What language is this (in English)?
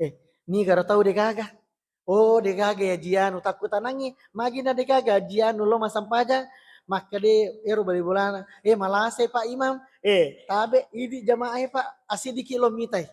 Buginese